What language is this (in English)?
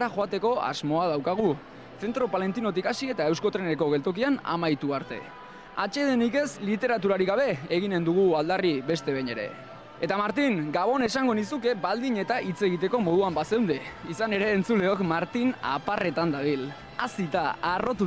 Basque